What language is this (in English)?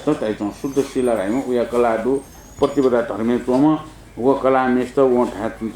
Newari